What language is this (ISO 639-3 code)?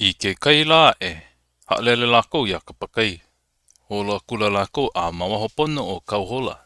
haw